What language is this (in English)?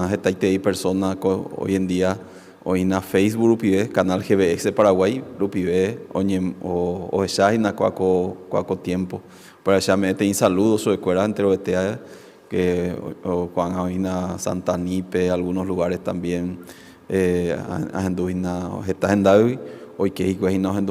Guarani